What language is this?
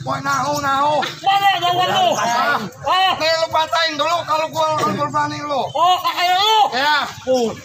Betawi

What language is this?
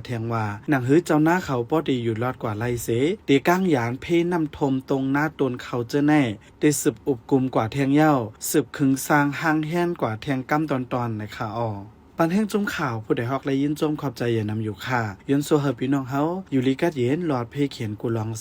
Shan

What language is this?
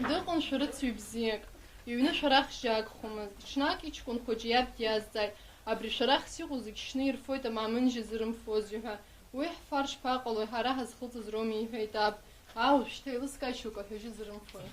Abkhazian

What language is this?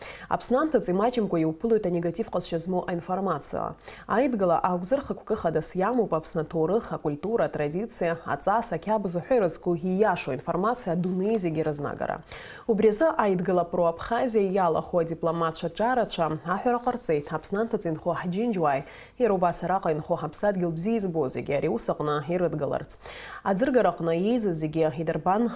Abkhazian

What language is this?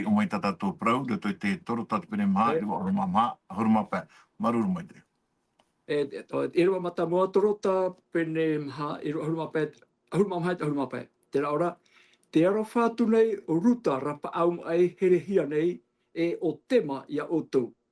Tahitian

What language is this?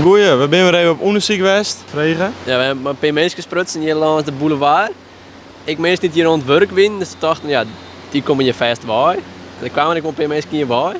Western Frisian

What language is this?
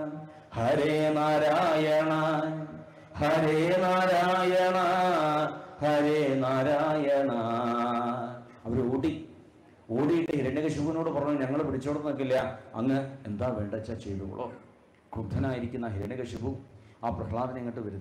Malayalam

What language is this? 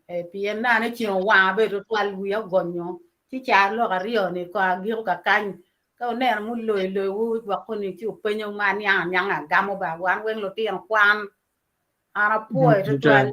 Acoli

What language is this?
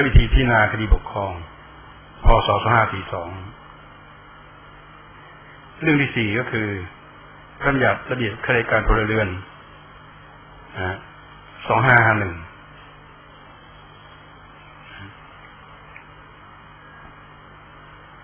Thai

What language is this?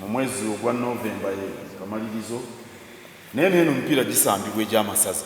Soga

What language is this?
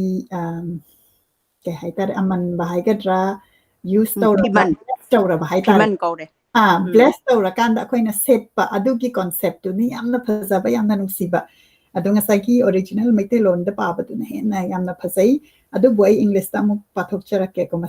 Manipuri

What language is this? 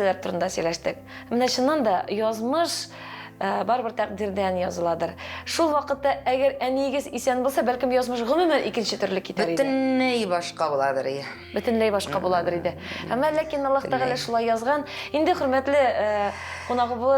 Tatar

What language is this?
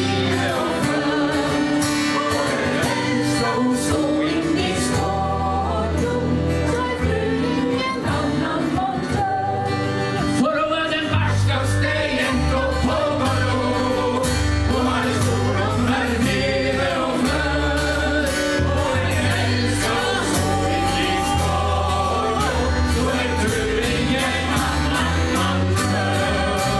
Norwegian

